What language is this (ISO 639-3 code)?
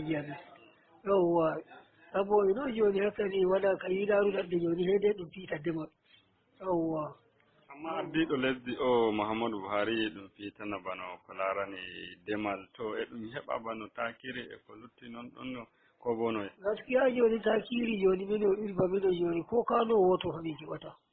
fuv